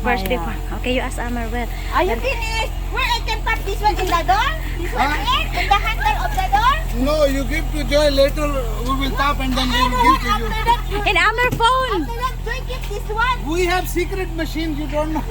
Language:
Bikol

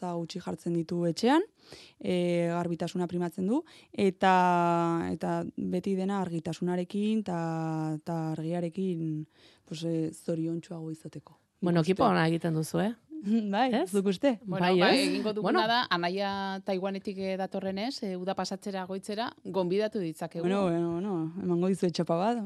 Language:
Basque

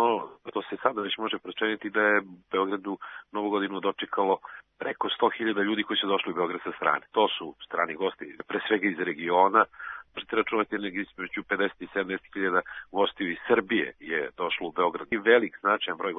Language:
Serbian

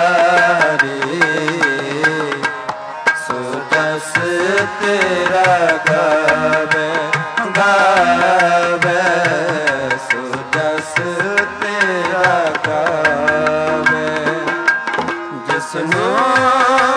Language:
Punjabi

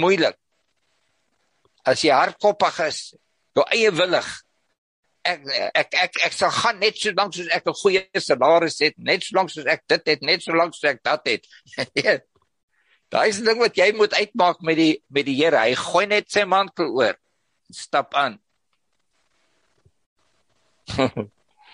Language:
Afrikaans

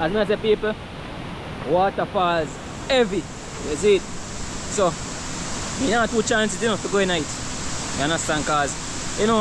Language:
Jamaican Creole English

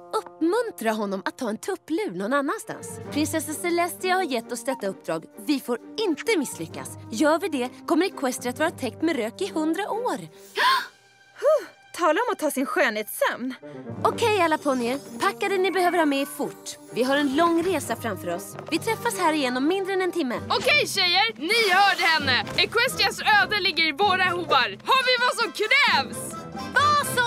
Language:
Swedish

